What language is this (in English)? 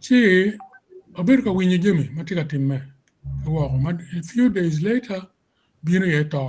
Acoli